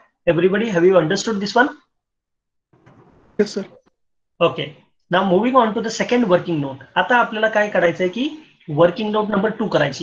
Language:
Marathi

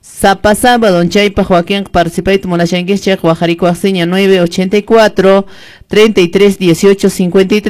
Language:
Quechua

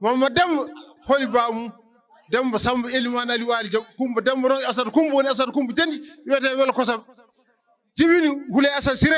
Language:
Fula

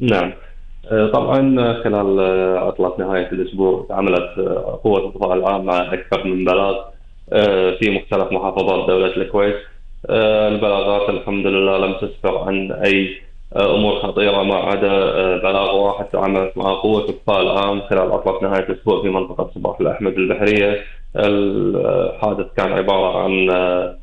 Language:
Gulf Arabic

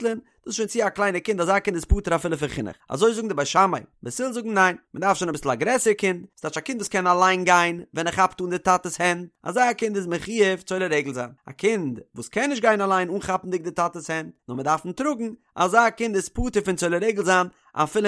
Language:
Yiddish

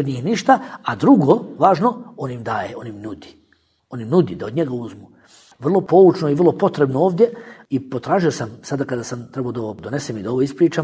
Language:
Bosnian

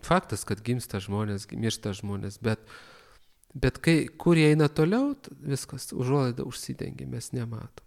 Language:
Lithuanian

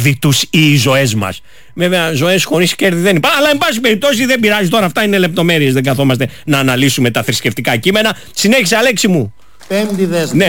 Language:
Greek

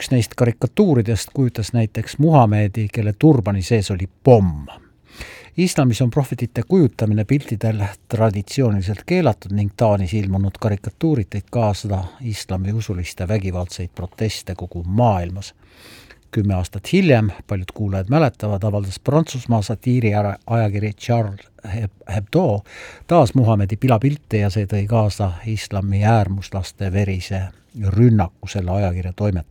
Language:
Estonian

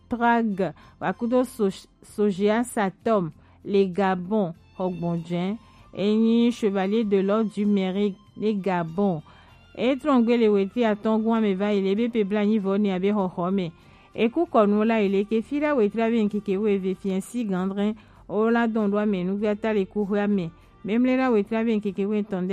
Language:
Gen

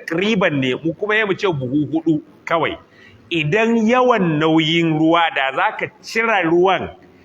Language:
Hausa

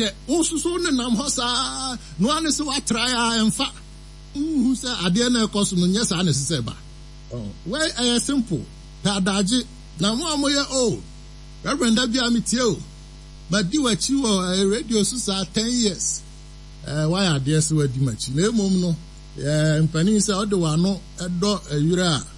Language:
Akan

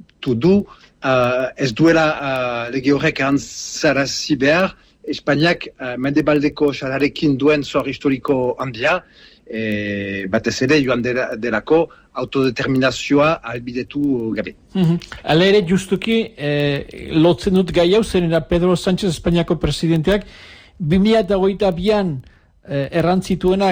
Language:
Basque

